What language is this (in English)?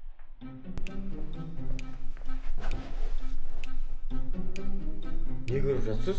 Kazakh